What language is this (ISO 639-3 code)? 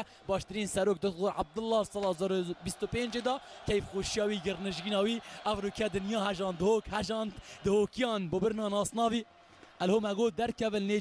kur